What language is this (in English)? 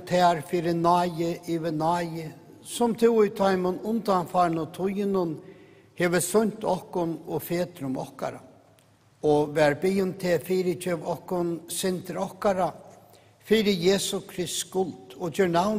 Faroese